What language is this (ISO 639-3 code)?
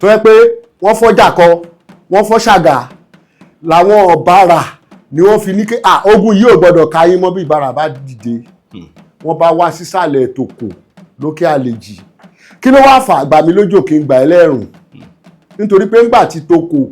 yor